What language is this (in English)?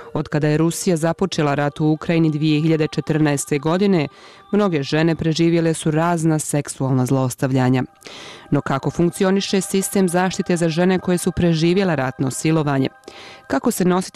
Bosnian